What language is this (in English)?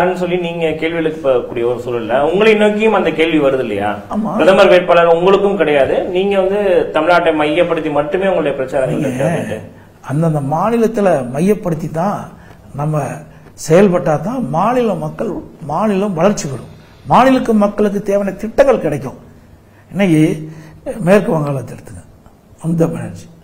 Tamil